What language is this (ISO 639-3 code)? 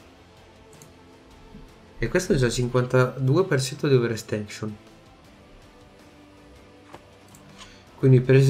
ita